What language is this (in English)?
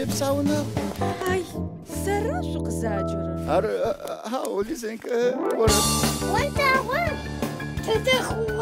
Adyghe